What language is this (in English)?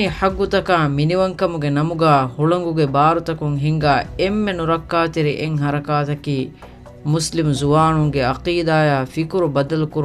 Divehi